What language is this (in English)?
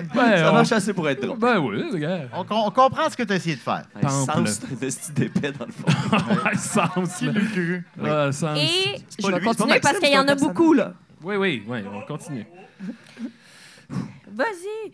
French